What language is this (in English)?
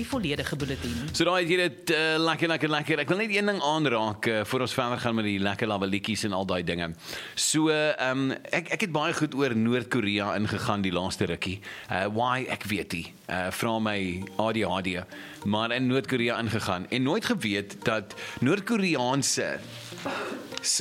Afrikaans